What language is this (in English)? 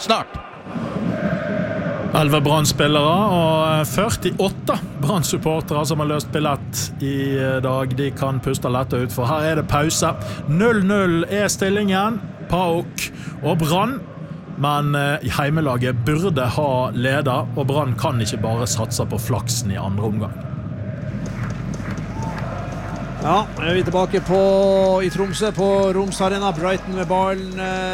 Norwegian